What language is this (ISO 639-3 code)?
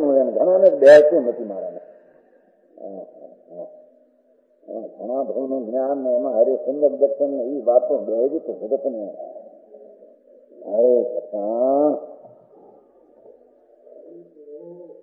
guj